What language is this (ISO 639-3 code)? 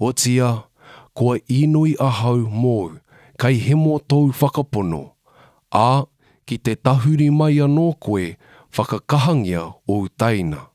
mri